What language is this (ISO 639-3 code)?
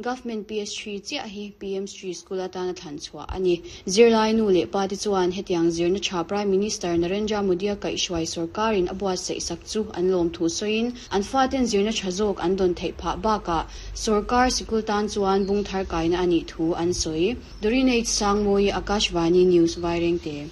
lus